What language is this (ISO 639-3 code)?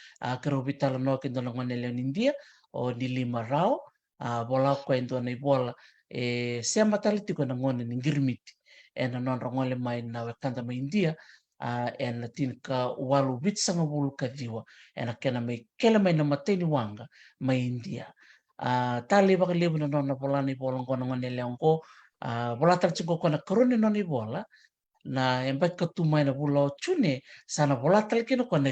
fij